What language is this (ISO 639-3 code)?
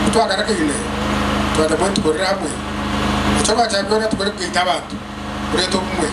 nyn